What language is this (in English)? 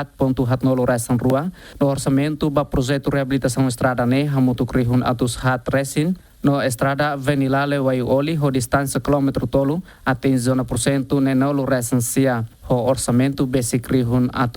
Tetum